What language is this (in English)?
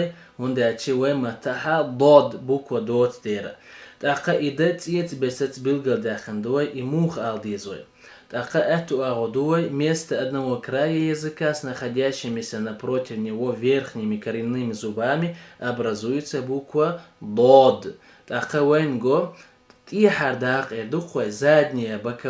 Chechen